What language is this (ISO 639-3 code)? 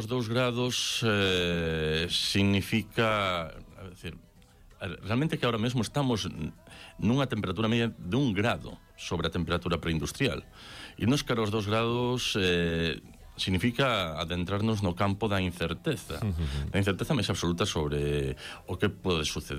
glg